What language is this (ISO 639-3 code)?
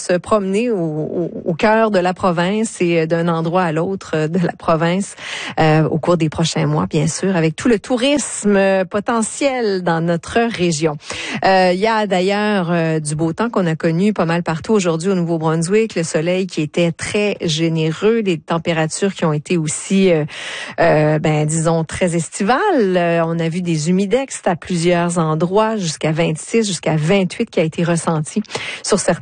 fra